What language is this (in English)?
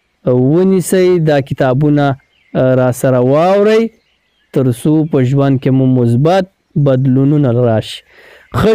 Pashto